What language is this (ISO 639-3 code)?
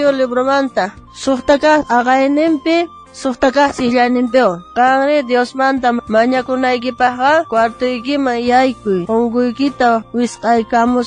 quh